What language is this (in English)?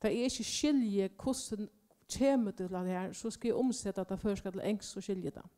Faroese